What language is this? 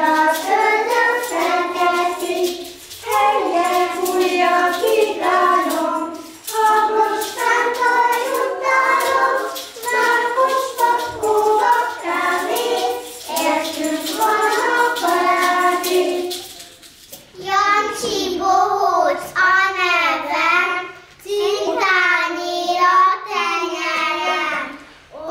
Hungarian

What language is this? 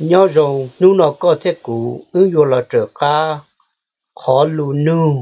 Hmong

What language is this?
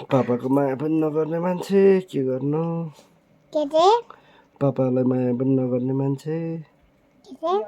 Nepali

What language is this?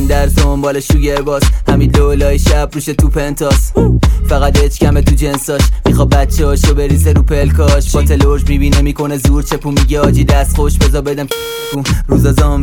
Persian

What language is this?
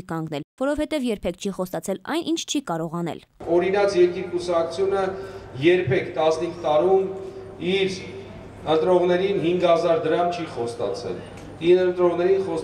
Armenian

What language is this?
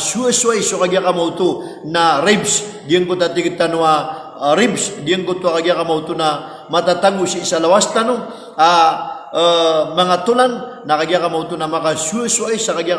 Maranao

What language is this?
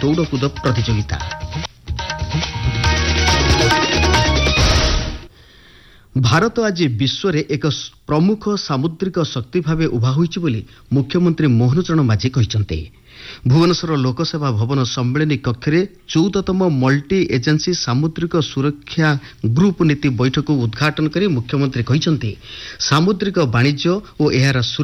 Odia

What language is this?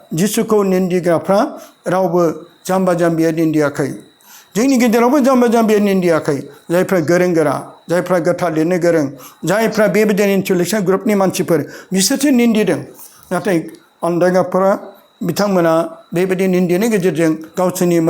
Bodo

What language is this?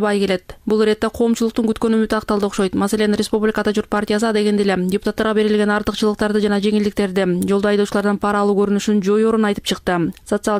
Kyrgyz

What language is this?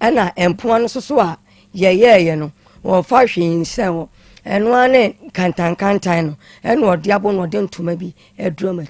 Akan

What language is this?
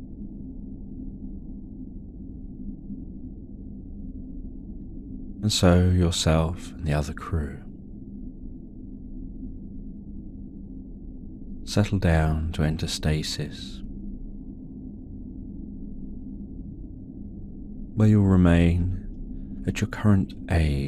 English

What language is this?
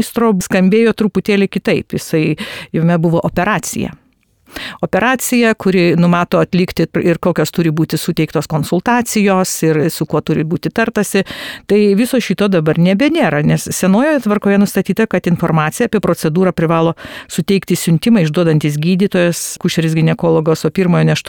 Lithuanian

